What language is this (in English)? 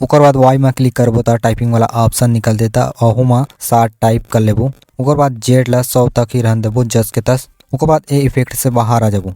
Chhattisgarhi